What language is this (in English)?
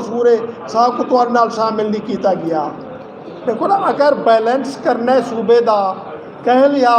Saraiki